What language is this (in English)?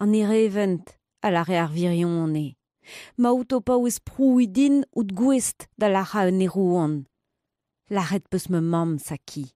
Breton